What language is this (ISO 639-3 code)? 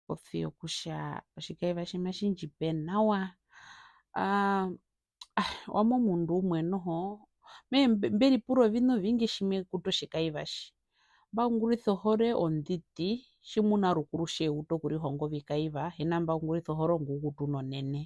her